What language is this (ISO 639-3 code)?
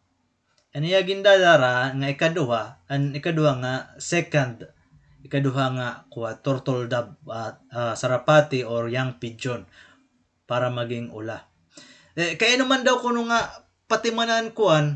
war